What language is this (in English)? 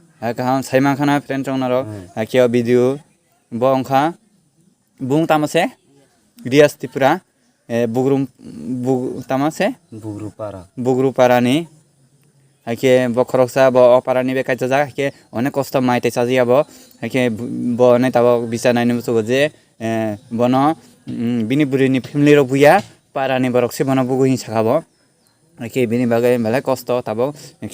Kok Borok